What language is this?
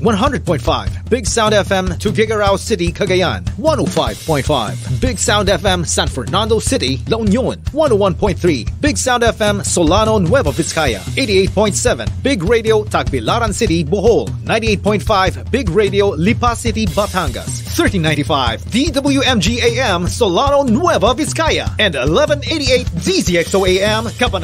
Filipino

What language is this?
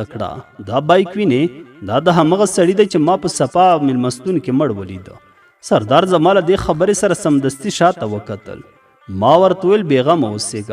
Pashto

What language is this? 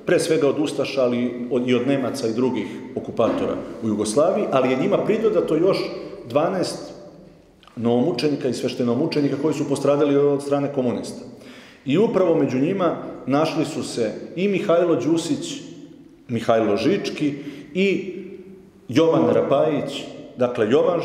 Serbian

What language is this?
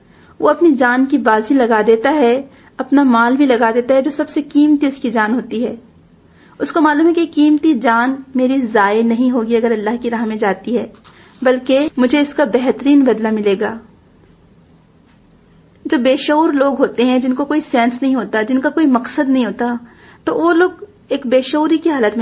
Urdu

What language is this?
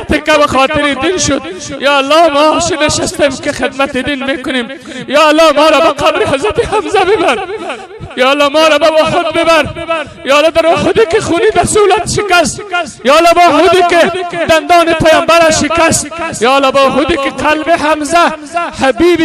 Persian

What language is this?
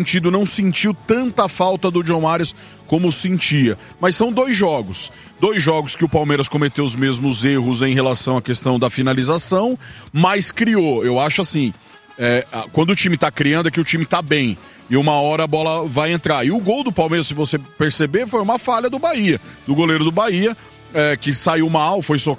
Portuguese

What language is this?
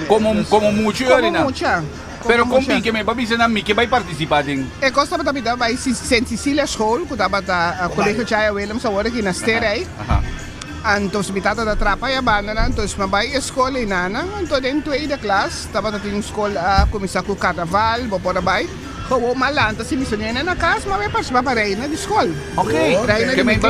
Papiamento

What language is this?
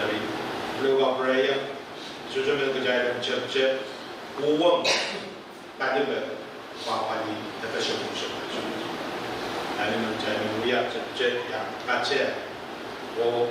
Pohnpeian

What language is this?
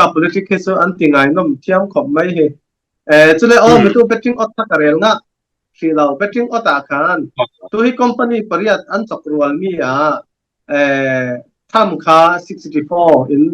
Falam Chin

